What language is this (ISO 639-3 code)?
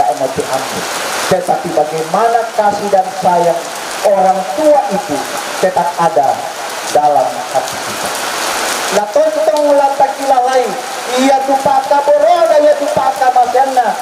sda